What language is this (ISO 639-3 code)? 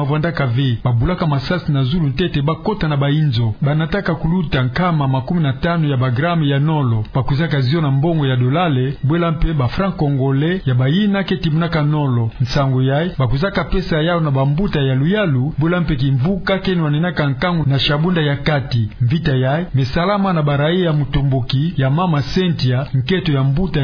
ktu